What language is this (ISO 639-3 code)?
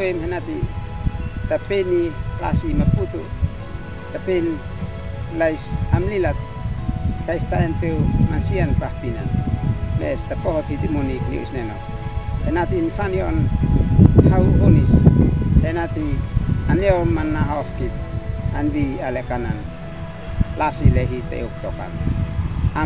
aoz